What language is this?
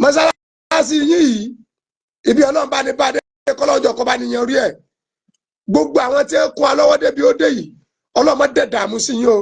Yoruba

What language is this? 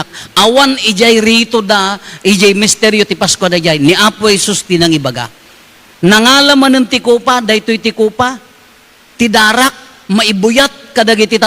Iloko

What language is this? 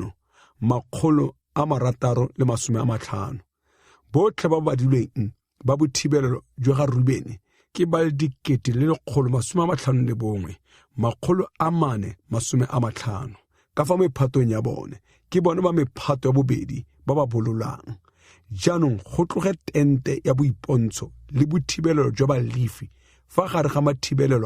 Tswana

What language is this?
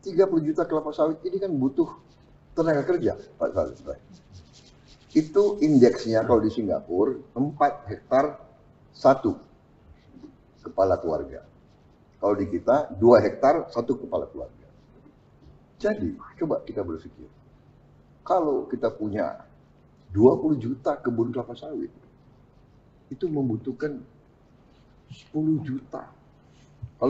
Indonesian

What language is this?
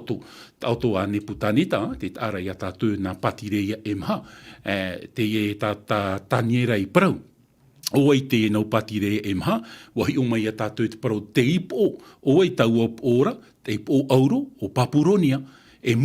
Tahitian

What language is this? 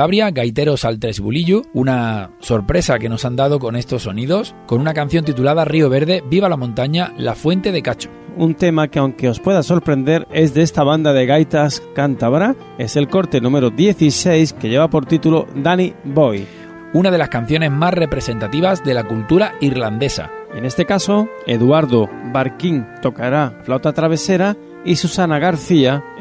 Spanish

